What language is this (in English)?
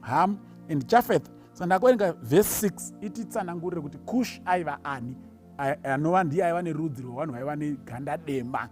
Shona